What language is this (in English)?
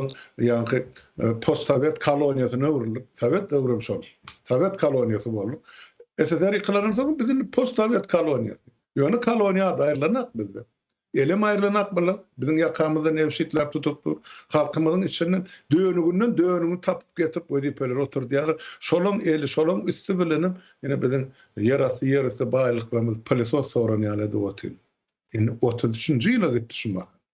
Turkmen